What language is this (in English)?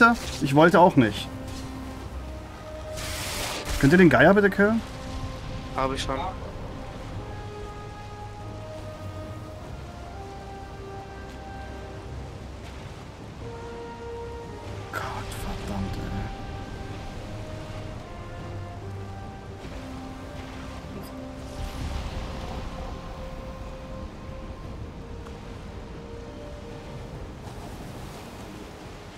German